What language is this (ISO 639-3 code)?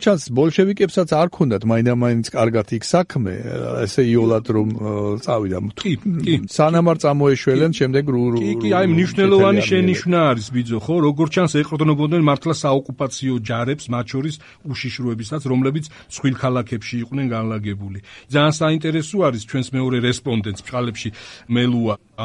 kat